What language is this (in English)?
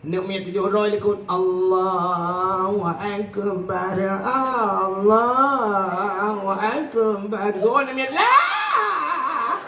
Achinese